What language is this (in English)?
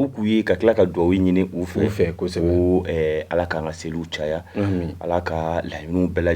Bambara